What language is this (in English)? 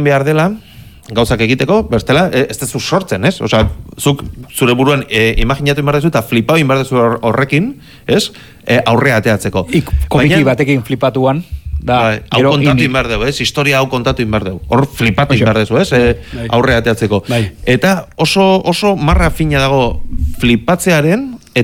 Basque